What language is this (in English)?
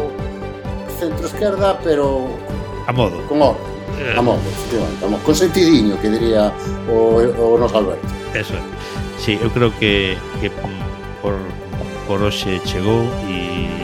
Galician